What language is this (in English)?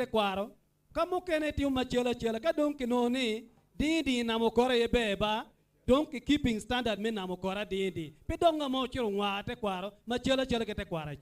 Acoli